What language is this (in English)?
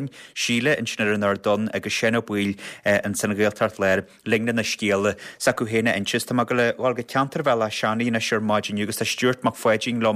Irish